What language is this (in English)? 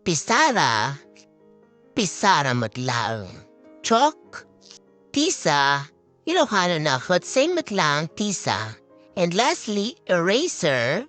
Iloko